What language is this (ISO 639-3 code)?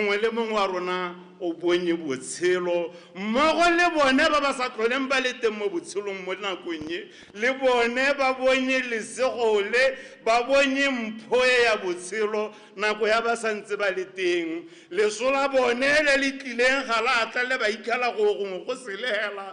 tsn